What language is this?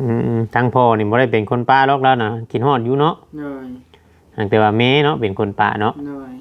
Northeastern Thai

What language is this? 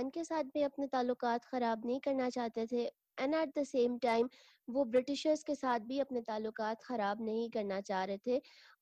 Urdu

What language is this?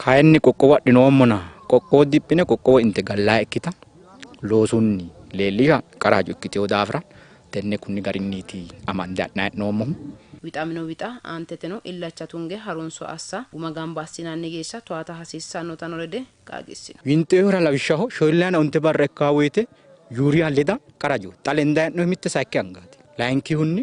Sidamo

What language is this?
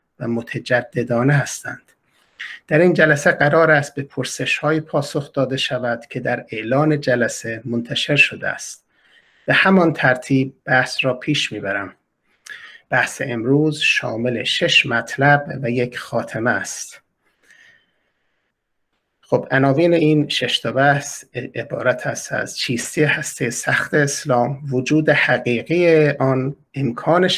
Persian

